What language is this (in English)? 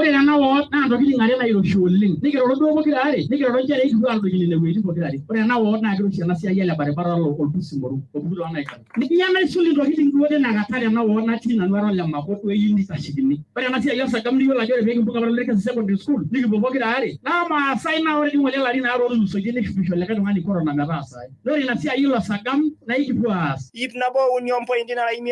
Masai